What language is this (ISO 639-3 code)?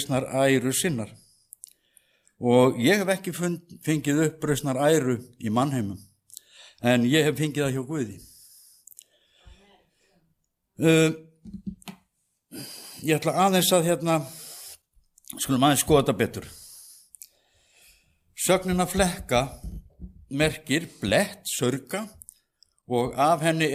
isl